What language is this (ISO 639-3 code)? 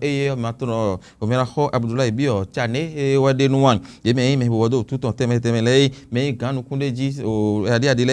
fon